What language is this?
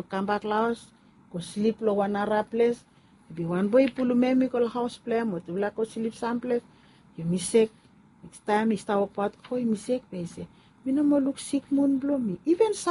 Bislama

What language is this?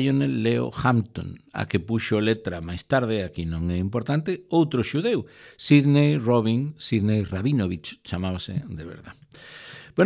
Galician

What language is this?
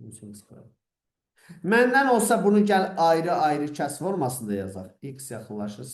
Azerbaijani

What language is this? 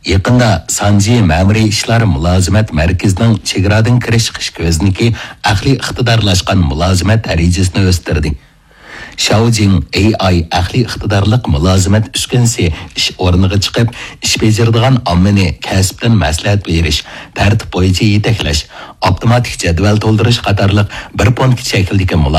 Uyghur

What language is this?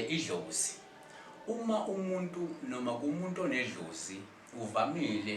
Zulu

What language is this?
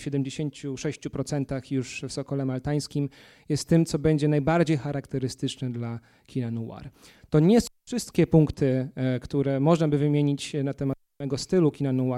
Polish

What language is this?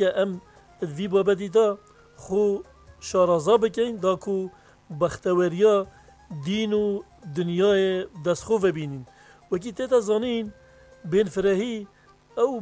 Kurdish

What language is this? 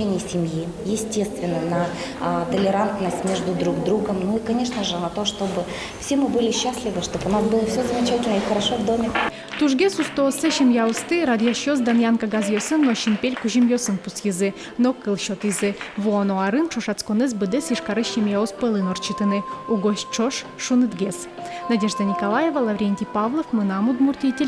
Udmurt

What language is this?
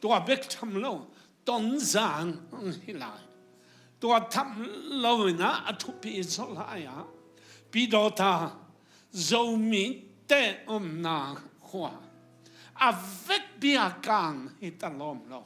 Tedim Chin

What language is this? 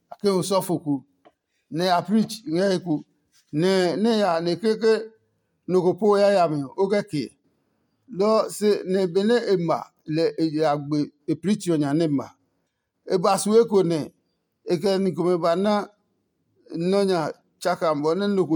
Adangme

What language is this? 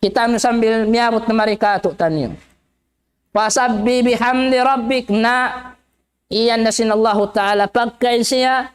Tausug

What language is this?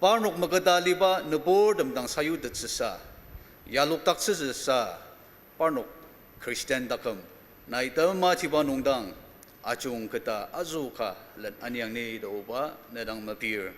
Ao Naga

